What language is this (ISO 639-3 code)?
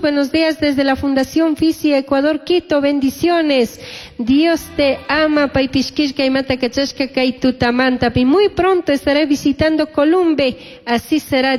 qug